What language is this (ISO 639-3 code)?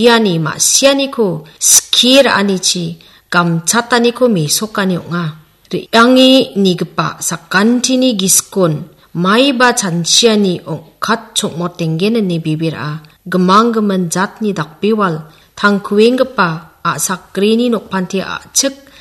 grt